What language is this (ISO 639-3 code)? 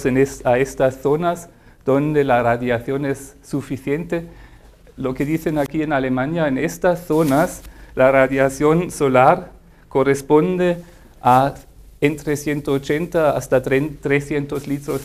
spa